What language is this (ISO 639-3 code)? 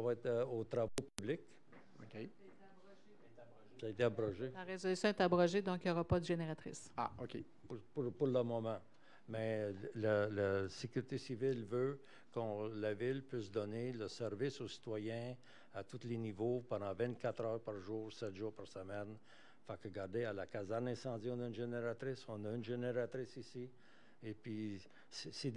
fra